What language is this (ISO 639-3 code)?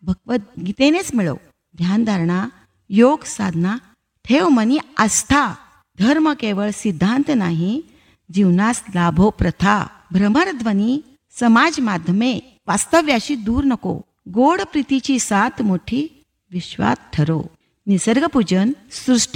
mar